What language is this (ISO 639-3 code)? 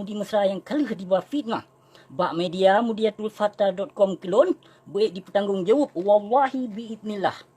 ace